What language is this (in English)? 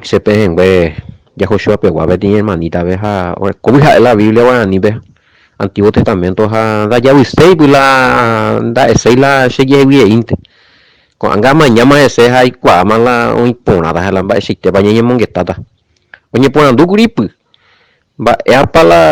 Guarani